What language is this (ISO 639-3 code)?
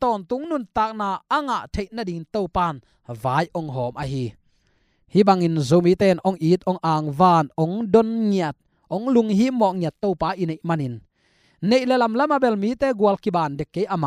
ctd